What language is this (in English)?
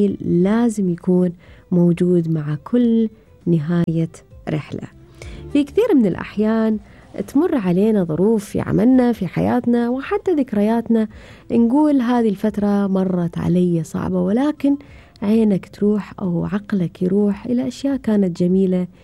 Gulf Arabic